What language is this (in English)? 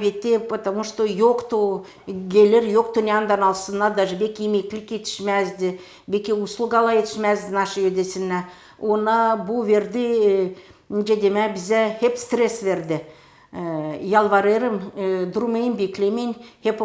Gagauz